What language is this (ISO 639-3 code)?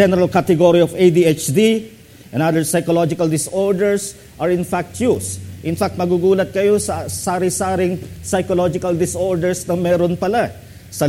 fil